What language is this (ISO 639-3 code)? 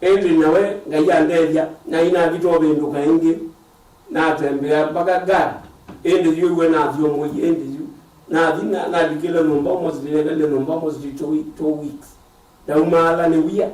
kam